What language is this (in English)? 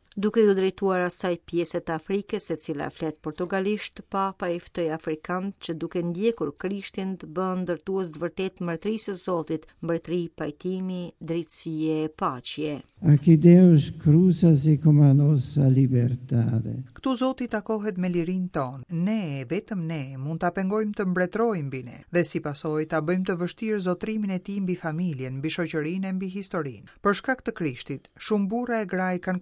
Albanian